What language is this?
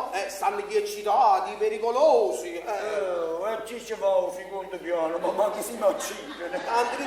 Neapolitan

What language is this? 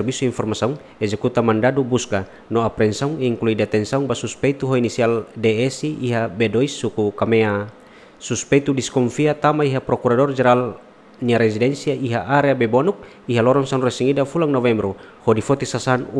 Tetum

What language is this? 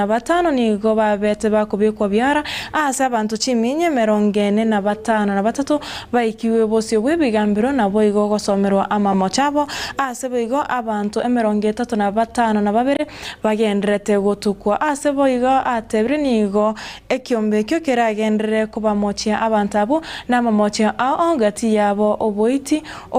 Gusii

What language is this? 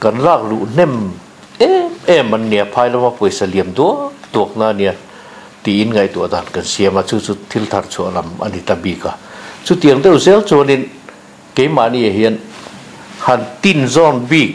Mizo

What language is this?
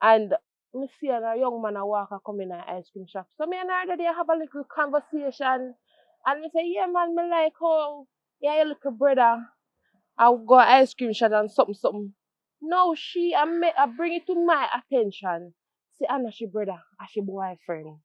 Jamaican Creole English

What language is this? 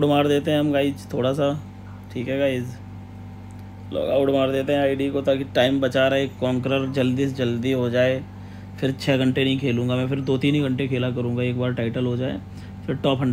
Hindi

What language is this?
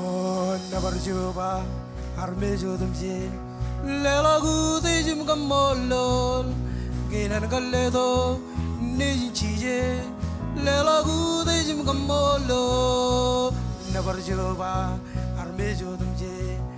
Marshallese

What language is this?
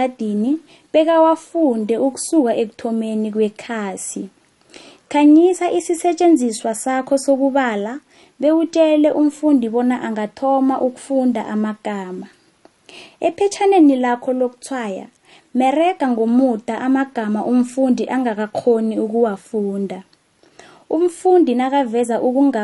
South Ndebele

